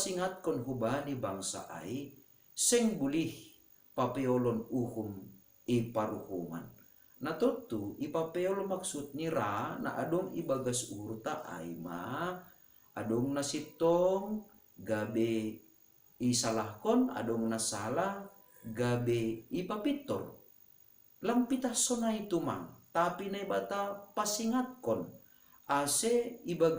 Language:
Batak Simalungun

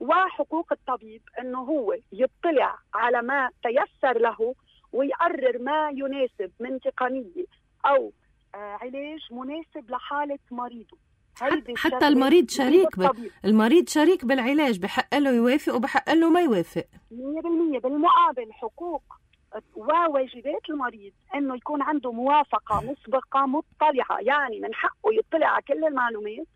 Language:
North Levantine Arabic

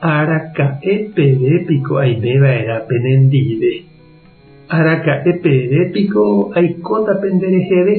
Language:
Guarani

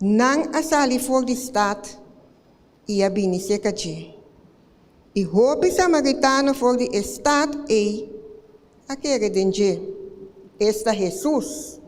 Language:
Papiamento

